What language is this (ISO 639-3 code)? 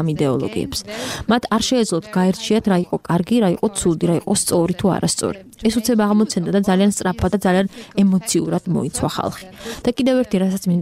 kat